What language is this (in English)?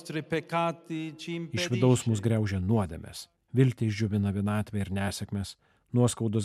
Lithuanian